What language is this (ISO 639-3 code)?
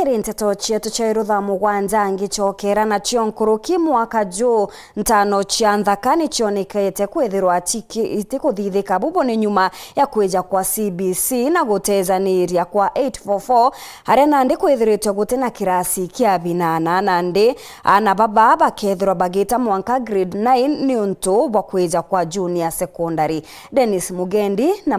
mer